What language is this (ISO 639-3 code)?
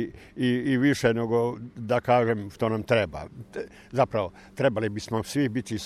hrv